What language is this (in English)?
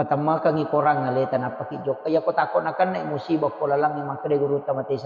Buginese